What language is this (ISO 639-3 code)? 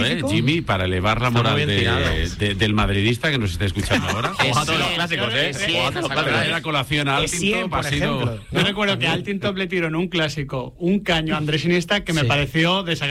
spa